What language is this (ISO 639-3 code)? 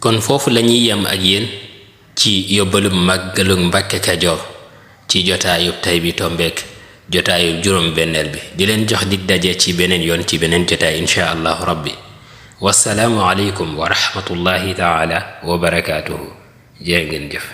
wol